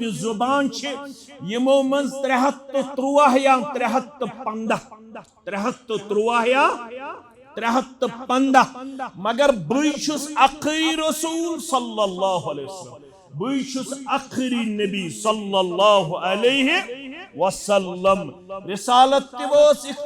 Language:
Kashmiri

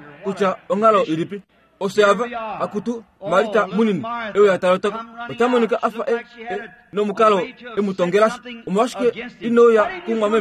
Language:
Kuanyama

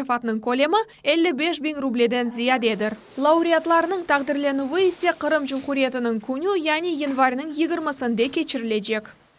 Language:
Crimean Tatar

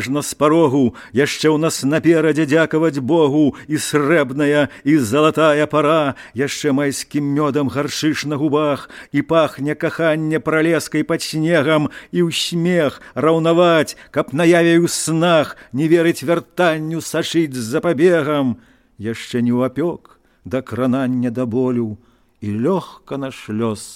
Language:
Belarusian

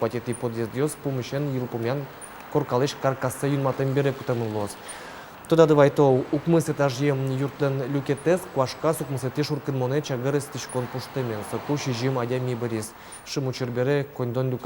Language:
Udmurt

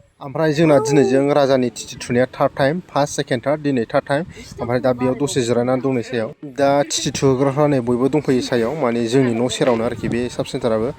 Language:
Bodo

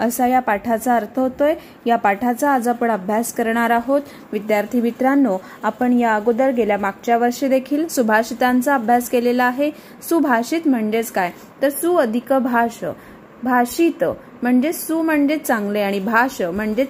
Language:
Marathi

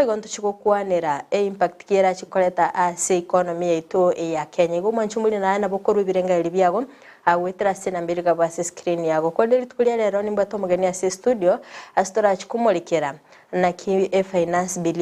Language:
Gusii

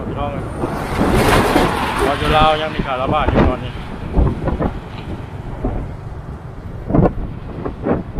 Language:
Thai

